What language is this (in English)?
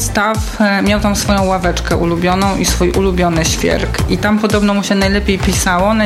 Polish